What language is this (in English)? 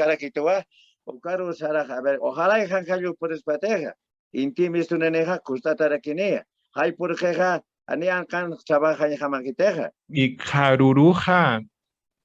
Aymara